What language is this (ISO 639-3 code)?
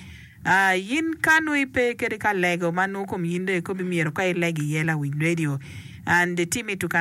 ach